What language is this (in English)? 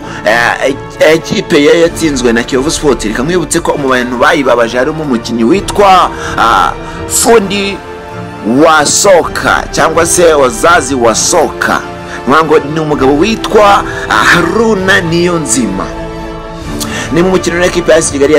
Kinyarwanda